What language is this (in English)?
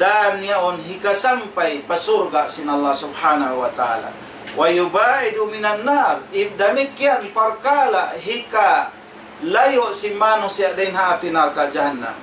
Tausug